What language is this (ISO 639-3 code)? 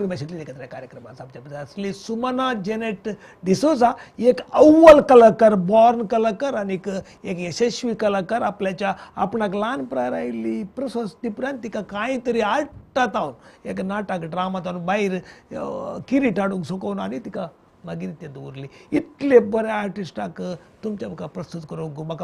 kok